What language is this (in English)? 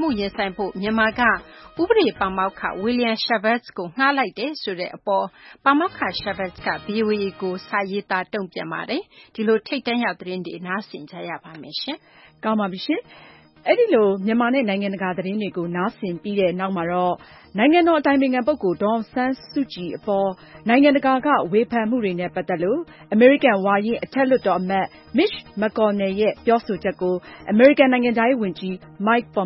Burmese